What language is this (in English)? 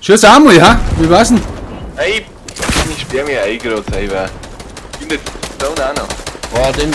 Bavarian